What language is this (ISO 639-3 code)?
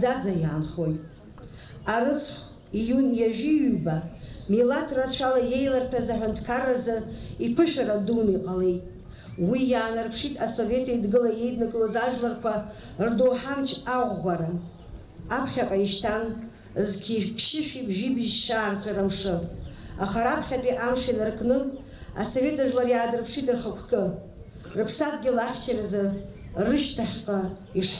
abk